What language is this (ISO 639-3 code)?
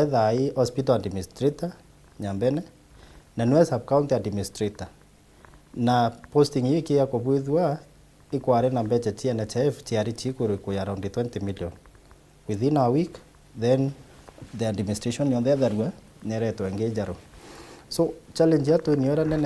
mer